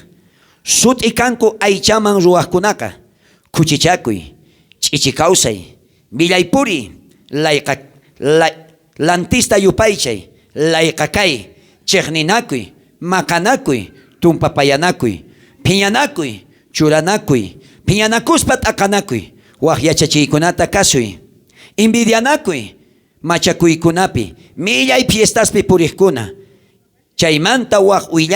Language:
South Bolivian Quechua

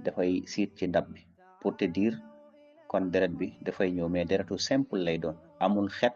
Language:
Wolof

